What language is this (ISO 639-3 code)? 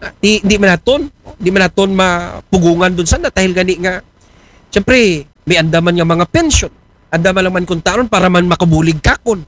akl